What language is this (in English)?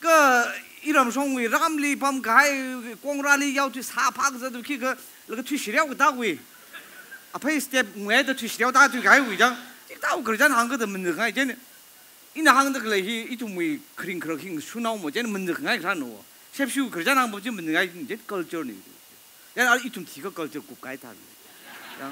Tangkhul Naga (India)